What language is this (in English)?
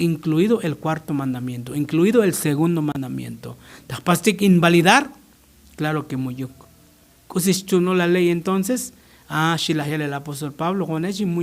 Tzotzil